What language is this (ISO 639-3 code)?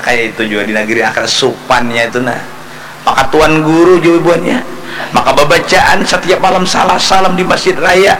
bjn